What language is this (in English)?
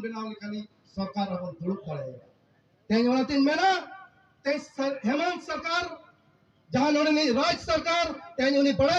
Santali